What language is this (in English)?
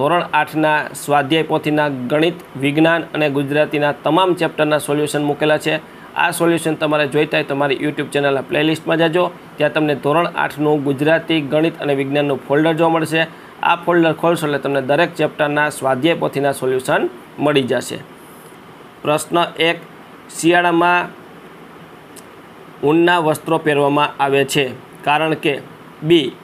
Gujarati